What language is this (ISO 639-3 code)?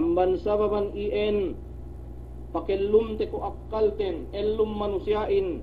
yka